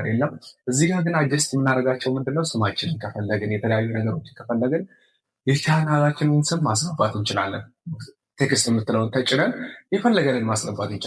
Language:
Amharic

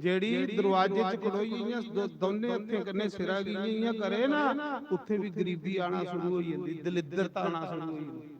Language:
Dogri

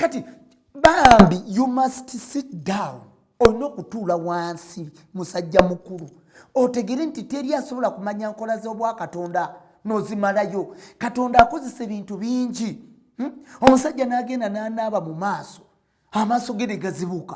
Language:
Ganda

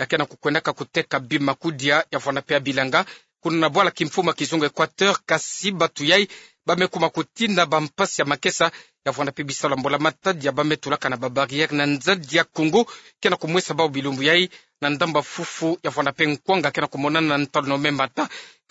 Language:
Kituba (Democratic Republic of Congo)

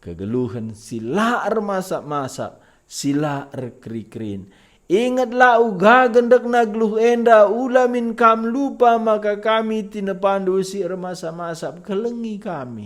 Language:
Batak Karo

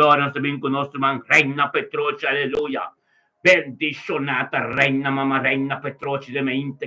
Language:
Papiamento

